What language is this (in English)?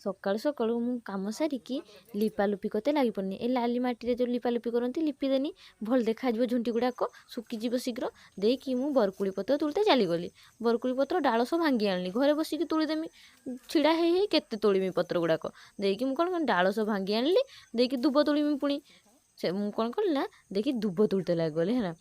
Odia